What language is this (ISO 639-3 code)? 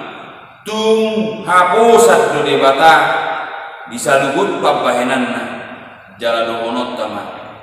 bbc